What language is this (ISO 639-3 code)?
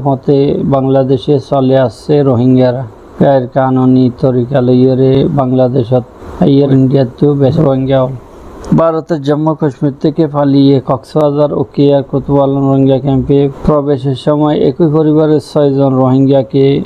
rhg